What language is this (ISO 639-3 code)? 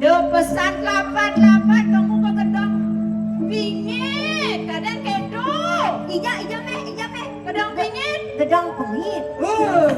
ban